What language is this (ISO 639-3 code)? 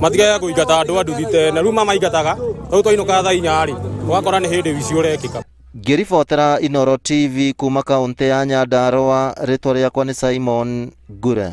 kik